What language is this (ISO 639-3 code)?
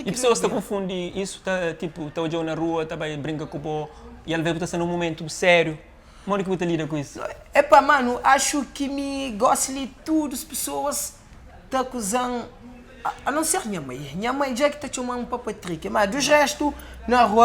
kea